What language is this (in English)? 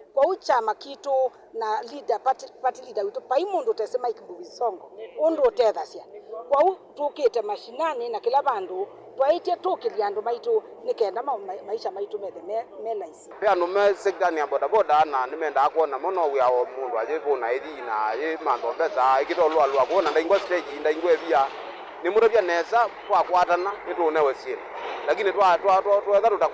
Kamba